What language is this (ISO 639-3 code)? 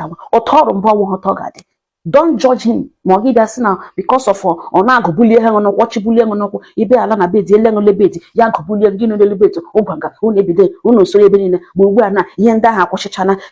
ibo